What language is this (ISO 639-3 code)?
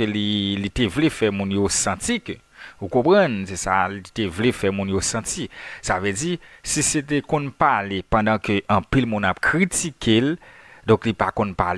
hat